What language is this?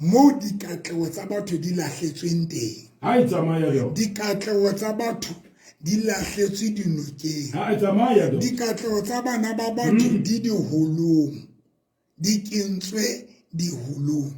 Southern Sotho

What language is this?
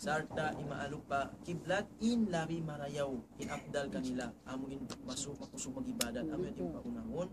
Tausug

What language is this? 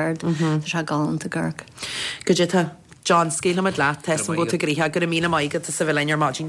Irish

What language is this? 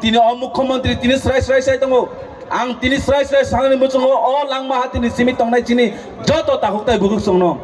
Kok Borok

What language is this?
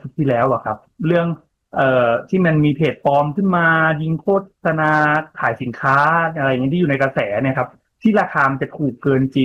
Thai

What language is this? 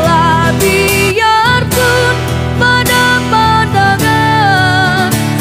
Indonesian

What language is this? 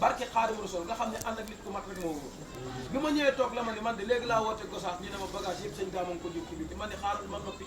Wolof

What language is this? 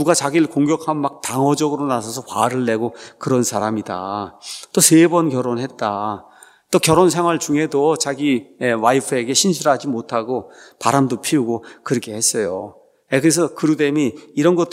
Korean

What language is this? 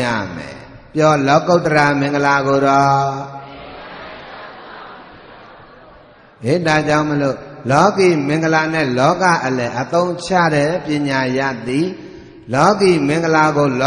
Burmese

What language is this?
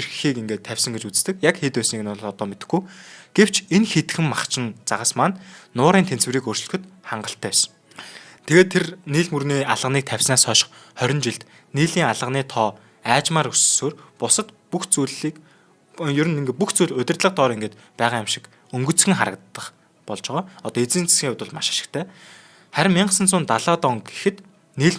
Mongolian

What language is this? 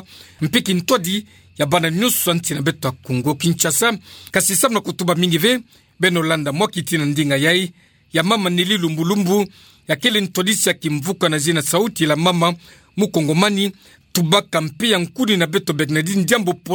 Kituba (Democratic Republic of Congo)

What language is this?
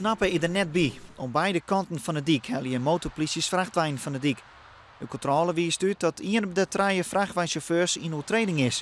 Western Frisian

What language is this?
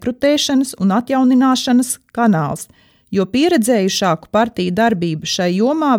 Latvian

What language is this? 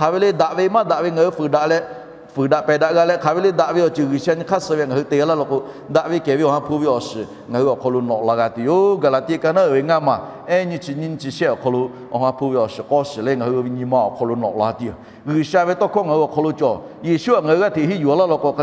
Lahu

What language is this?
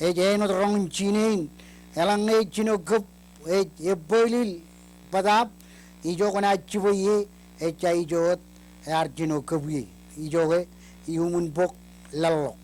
Marshallese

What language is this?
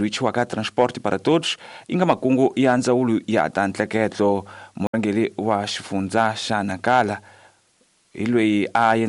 Tsonga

